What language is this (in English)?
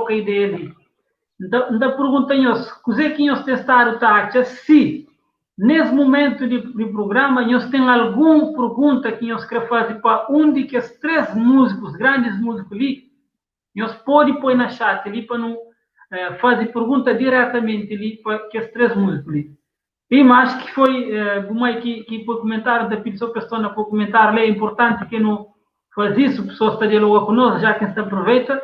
Kabuverdianu